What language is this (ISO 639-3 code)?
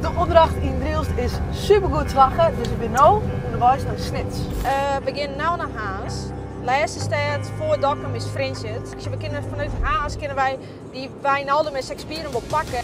fry